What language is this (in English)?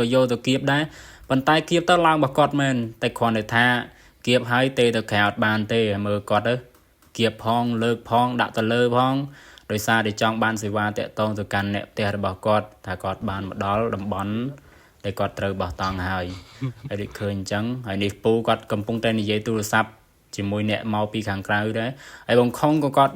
Khmer